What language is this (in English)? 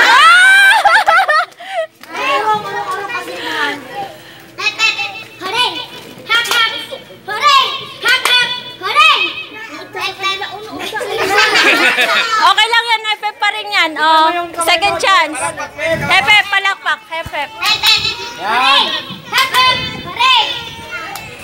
Filipino